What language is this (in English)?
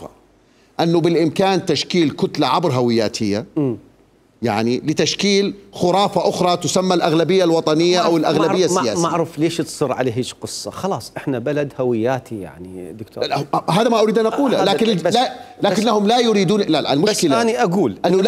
Mesopotamian Arabic